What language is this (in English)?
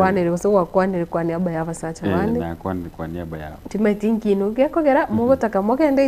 Gusii